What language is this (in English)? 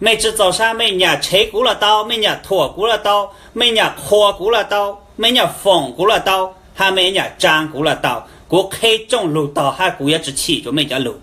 Hmong